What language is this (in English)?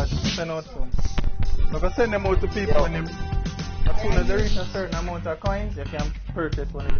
Jamaican Creole English